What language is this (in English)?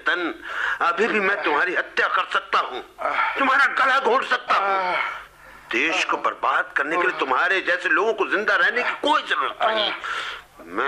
Hindi